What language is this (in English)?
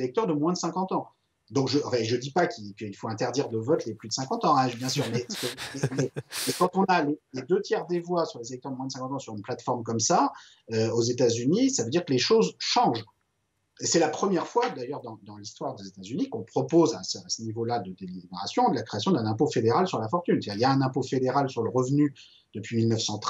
French